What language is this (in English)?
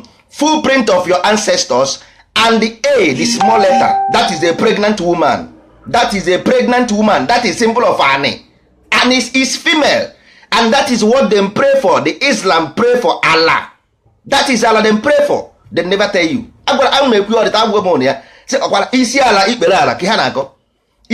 Igbo